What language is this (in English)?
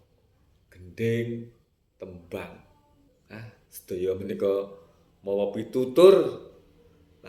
Javanese